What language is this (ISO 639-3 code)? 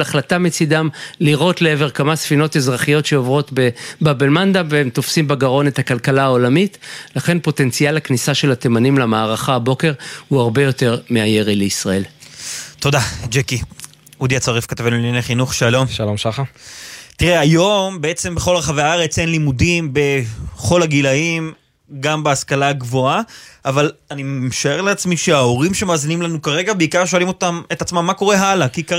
heb